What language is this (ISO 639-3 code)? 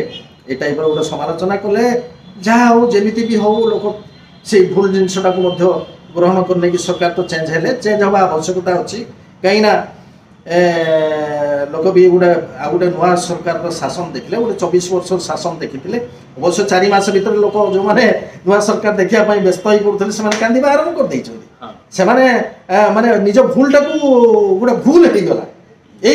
ori